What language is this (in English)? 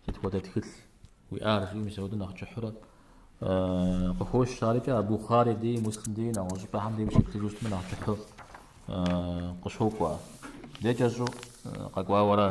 Kabardian